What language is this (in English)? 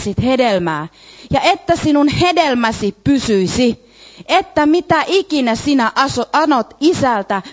Finnish